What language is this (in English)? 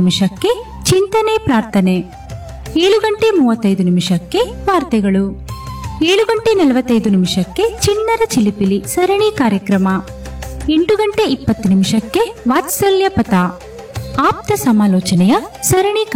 Kannada